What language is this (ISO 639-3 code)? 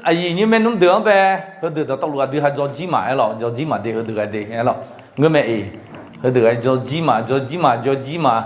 ahk